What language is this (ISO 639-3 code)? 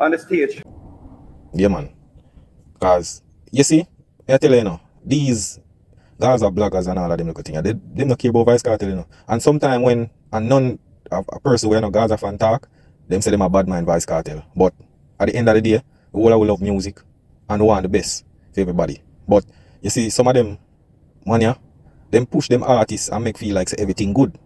jam